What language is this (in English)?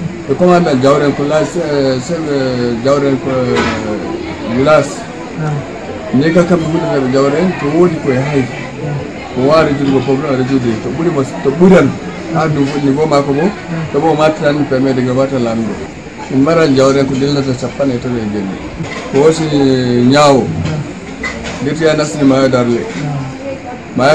Fula